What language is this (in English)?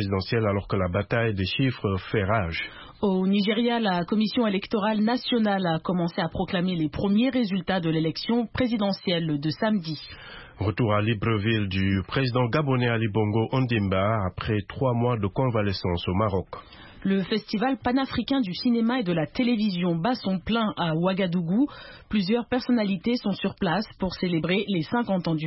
French